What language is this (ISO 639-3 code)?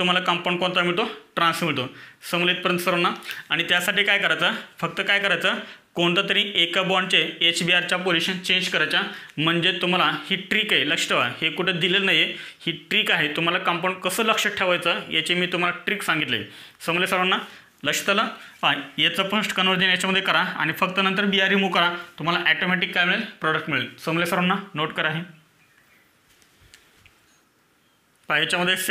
mar